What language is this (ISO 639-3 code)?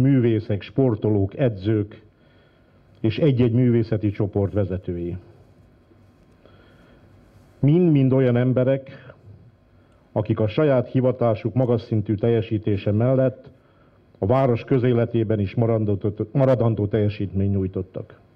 hun